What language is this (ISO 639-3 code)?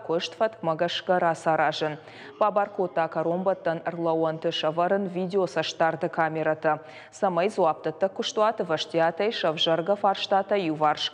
oss